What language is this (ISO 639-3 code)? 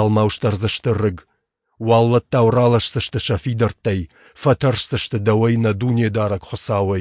oss